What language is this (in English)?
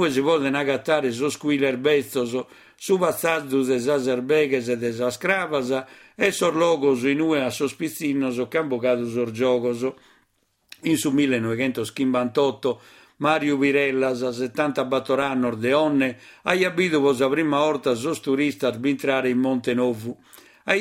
Sardinian